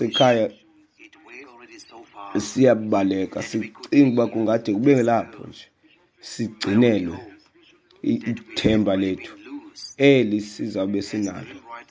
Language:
Xhosa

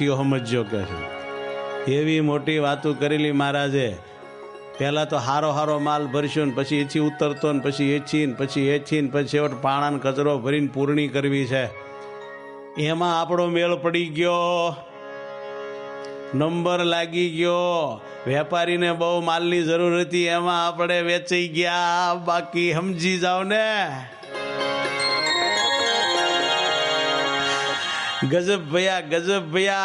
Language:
Gujarati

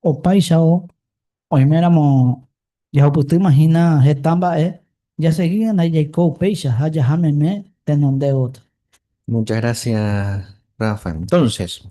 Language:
Guarani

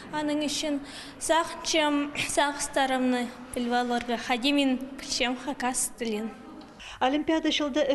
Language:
Khakas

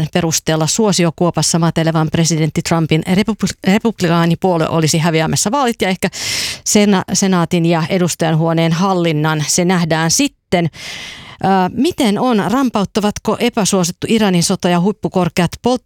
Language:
Finnish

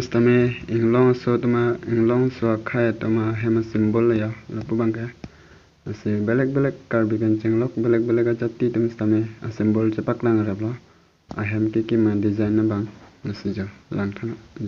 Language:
Karbi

